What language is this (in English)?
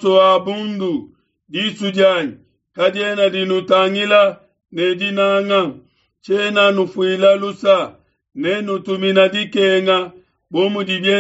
Luba-Lulua